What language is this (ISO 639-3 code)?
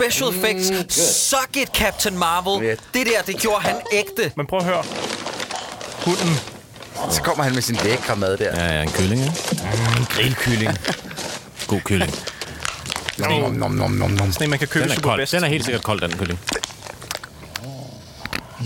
dan